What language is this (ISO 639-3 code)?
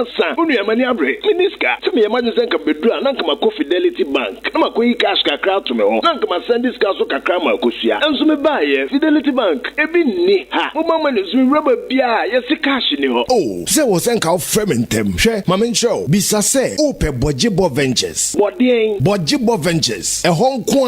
aka